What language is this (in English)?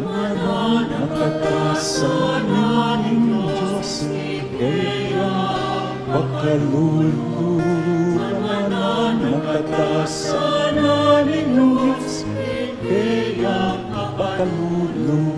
Pampanga